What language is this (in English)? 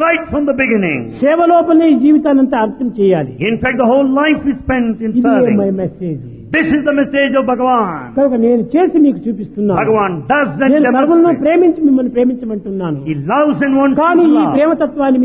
Telugu